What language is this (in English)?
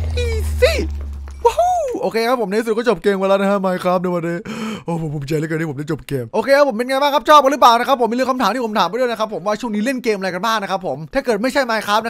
Thai